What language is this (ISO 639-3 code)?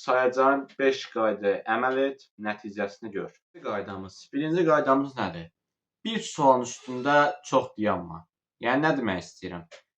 aze